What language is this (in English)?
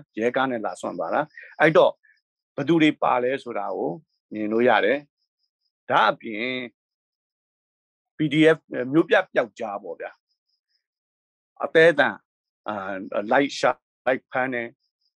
Burmese